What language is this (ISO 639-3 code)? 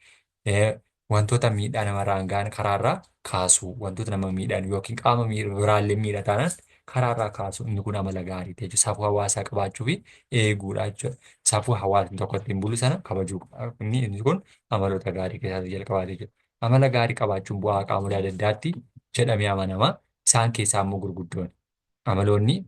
orm